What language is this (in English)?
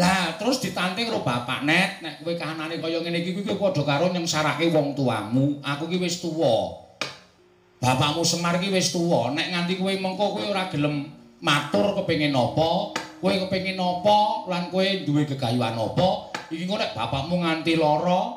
Javanese